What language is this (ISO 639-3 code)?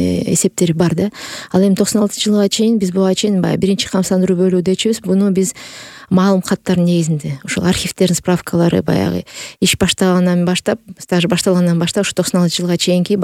kir